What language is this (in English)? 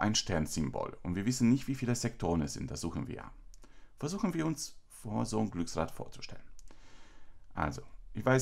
German